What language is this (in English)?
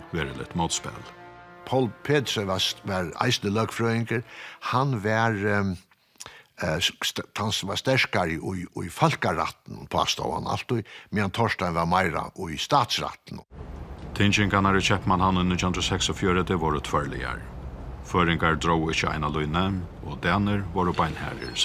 Faroese